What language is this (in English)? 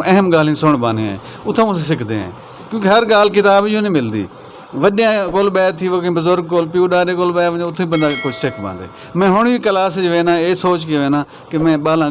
Saraiki